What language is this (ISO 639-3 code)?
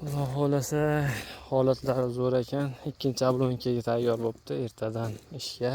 uzb